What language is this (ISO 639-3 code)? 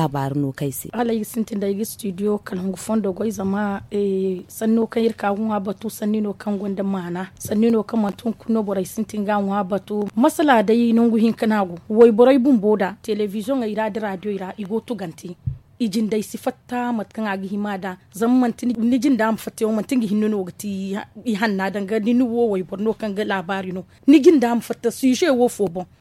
dje